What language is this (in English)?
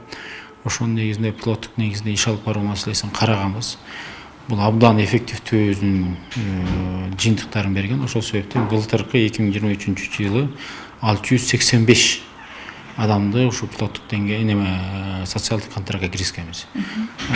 Kyrgyz